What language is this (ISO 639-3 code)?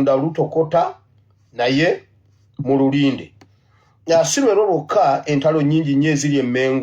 lug